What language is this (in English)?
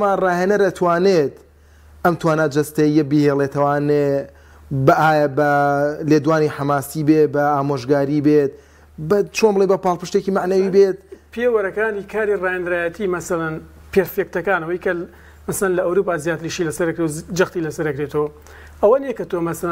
Central Kurdish